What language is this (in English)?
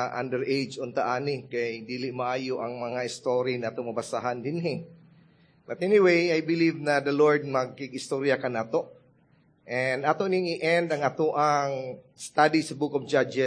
Cebuano